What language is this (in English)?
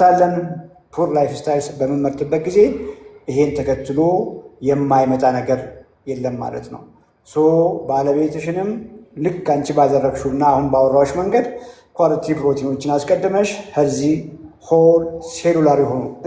Amharic